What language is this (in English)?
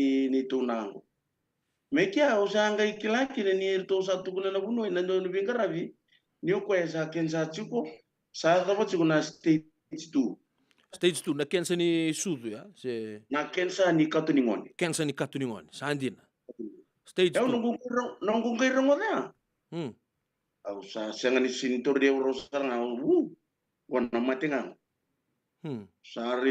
Fijian